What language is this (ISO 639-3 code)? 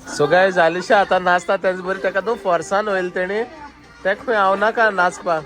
kok